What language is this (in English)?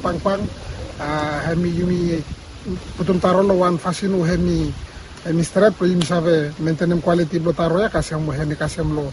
Bislama